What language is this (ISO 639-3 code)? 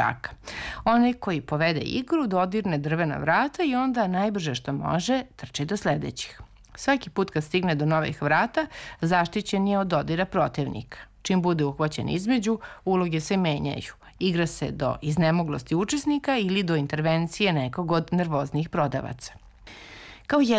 srp